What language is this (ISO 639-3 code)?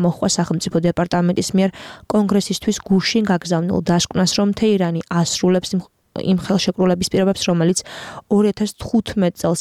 kat